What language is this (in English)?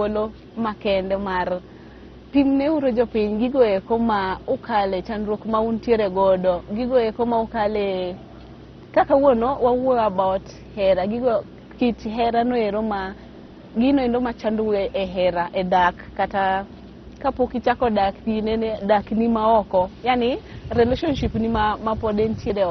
Luo (Kenya and Tanzania)